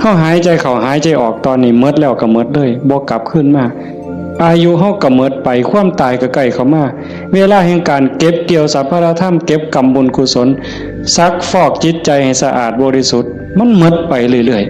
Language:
Northeastern Thai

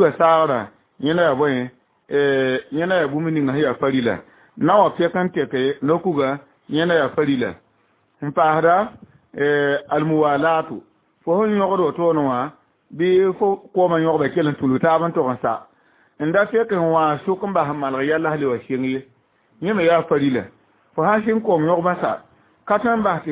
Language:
Mossi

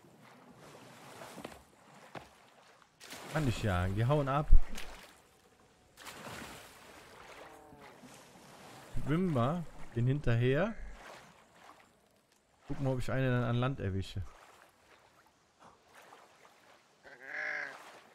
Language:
German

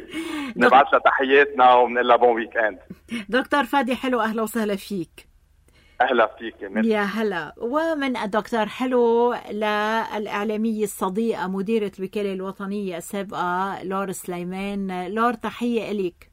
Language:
North Levantine Arabic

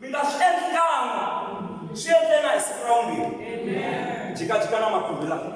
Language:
Tsonga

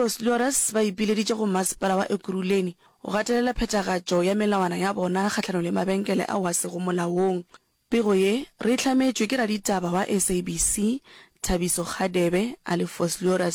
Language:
Northern Sotho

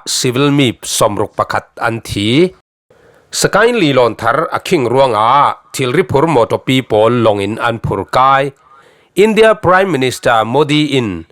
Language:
Falam Chin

